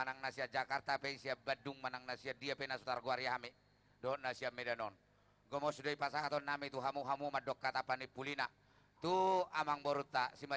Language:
Batak Toba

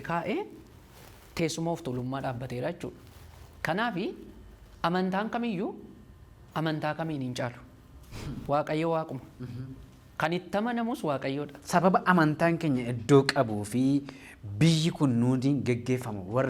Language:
Oromo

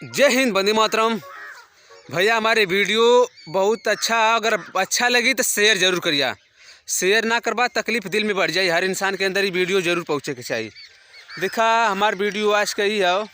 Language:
Bhojpuri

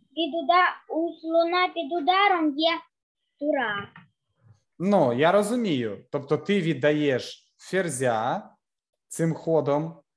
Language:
Ukrainian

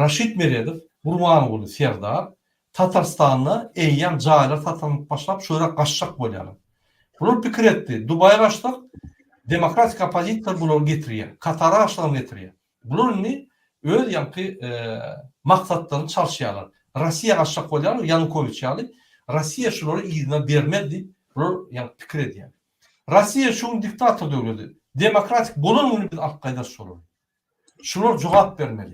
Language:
Turkmen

